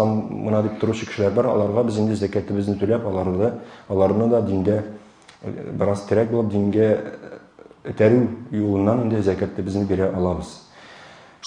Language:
Tatar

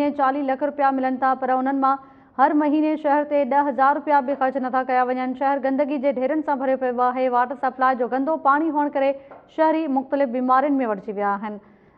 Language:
Sindhi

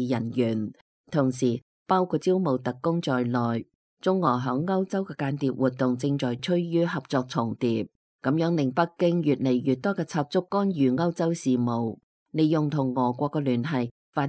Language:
Cantonese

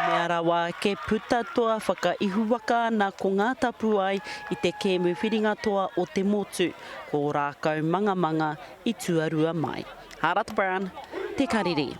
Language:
Māori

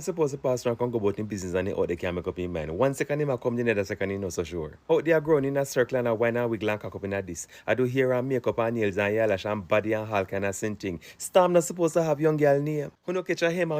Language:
Jamaican Creole English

